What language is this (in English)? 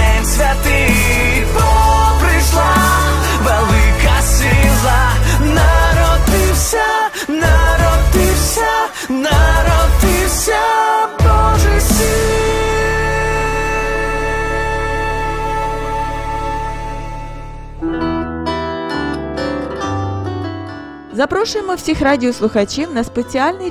Ukrainian